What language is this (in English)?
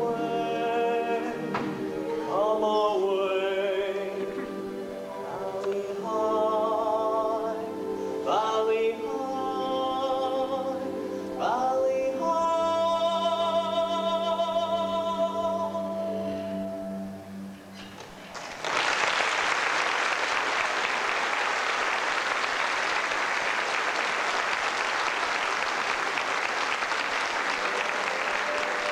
English